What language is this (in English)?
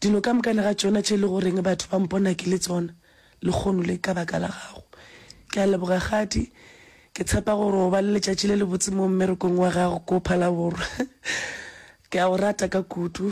Northern Sotho